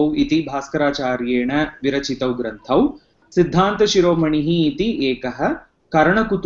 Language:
Sanskrit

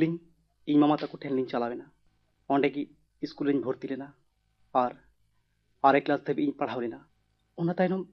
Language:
Santali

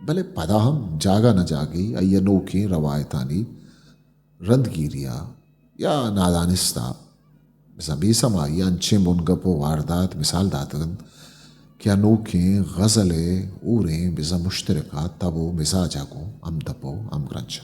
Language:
Eastern Balochi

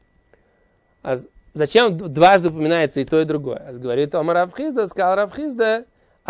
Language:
Russian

